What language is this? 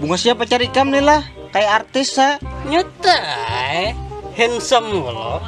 Banjar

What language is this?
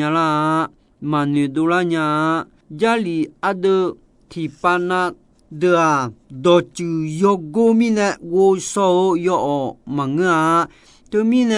Akha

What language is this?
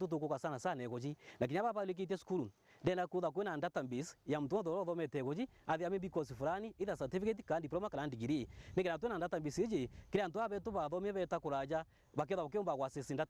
Meru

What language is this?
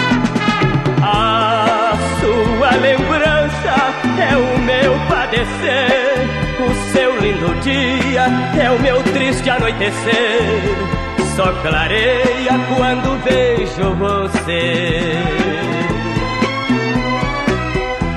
Portuguese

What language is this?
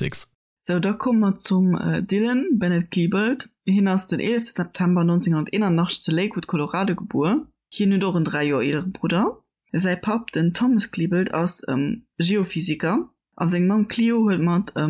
Luxembourgish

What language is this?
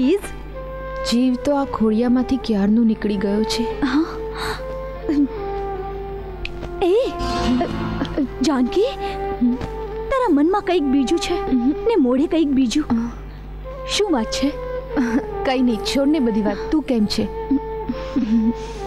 Gujarati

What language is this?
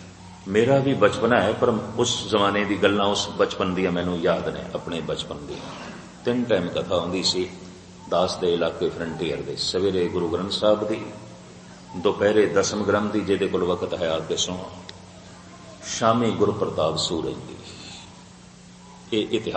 Punjabi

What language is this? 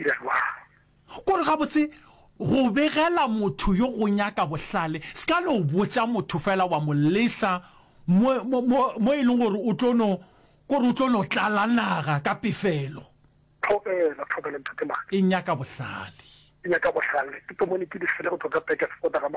Northern Sotho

